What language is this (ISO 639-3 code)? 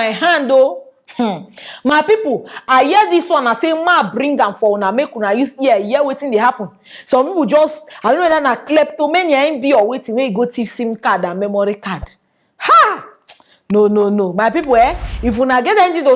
pcm